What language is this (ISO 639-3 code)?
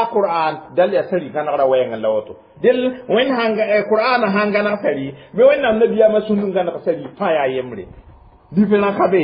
mos